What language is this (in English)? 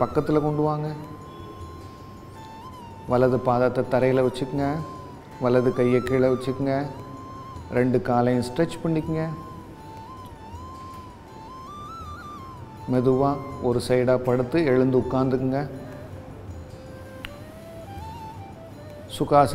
Tamil